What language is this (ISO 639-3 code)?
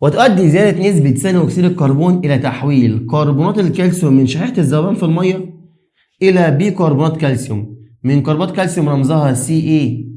arz